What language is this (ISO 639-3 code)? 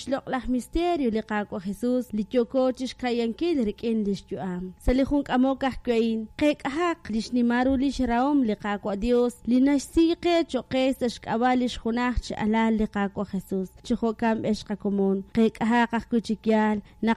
kek